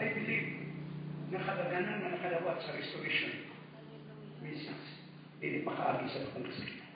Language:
Cebuano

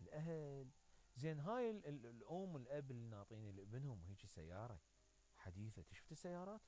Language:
Mesopotamian Arabic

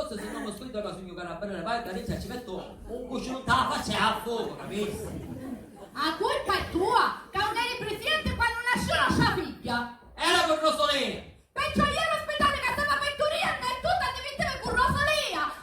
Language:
Sicilian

